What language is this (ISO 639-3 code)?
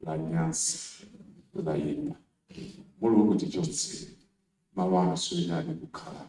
nya